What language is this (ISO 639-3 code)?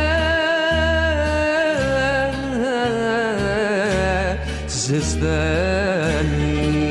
ell